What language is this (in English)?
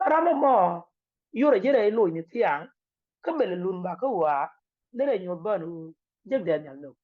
Nuer